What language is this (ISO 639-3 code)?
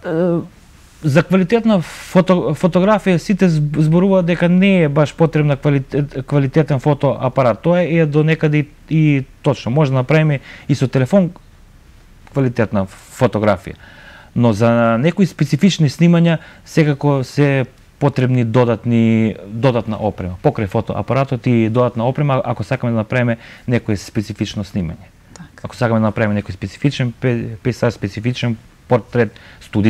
mkd